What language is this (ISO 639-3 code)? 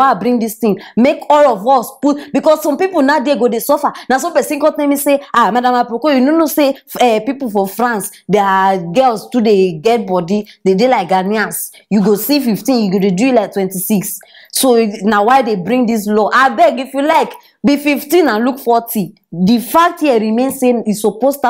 pcm